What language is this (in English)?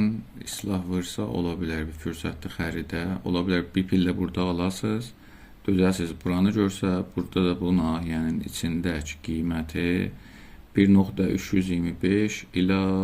South Azerbaijani